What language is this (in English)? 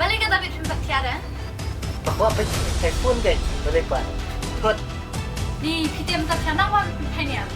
Khasi